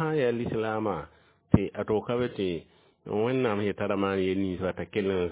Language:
Mossi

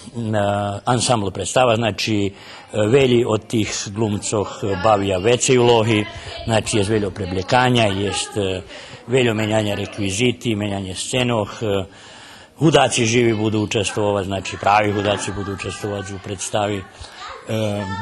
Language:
Rusyn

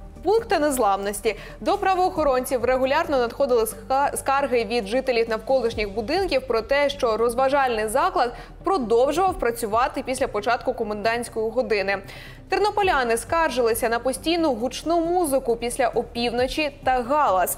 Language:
Ukrainian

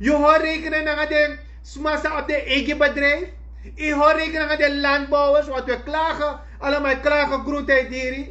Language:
Sranan Tongo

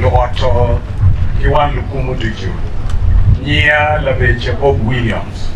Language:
Acoli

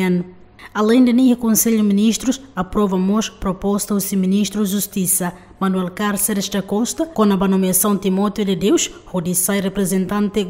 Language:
Tetum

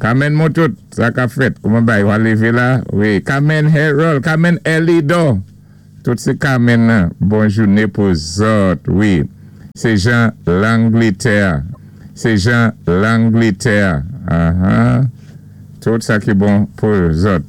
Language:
Saint Lucian Creole French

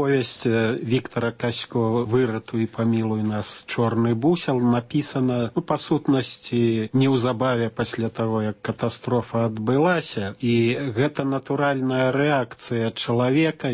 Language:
Belarusian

